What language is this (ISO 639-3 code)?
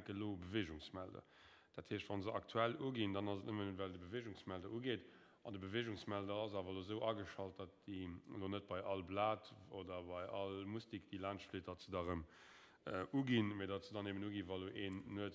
ltz